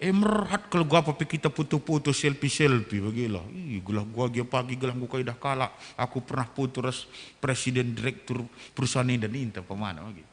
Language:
Batak Karo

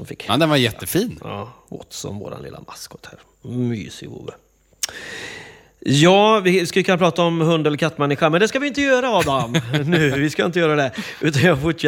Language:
Swedish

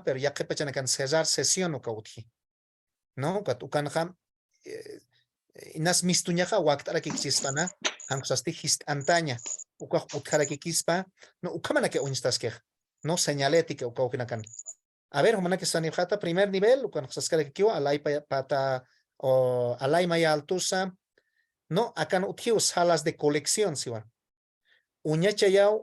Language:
Aymara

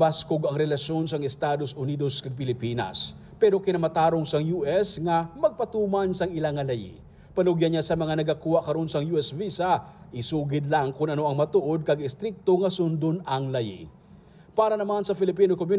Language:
Hiligaynon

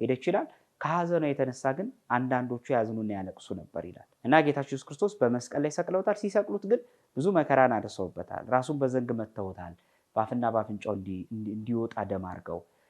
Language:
Amharic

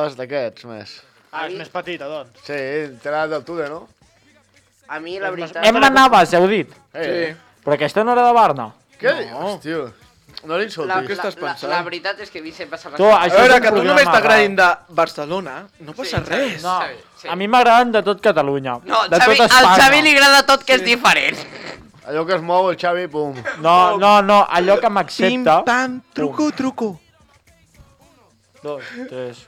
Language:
Catalan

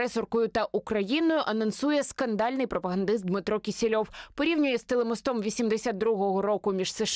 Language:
Ukrainian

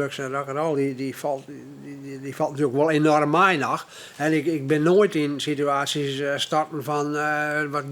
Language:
Western Frisian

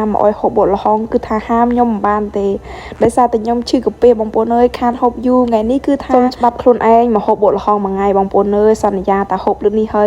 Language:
Khmer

